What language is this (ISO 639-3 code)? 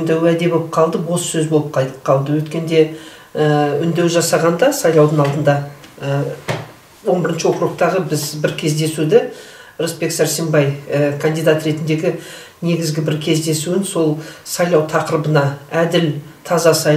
kaz